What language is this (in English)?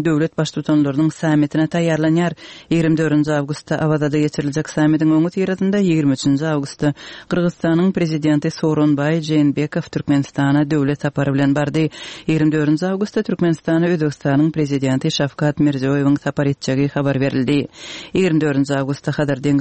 Turkmen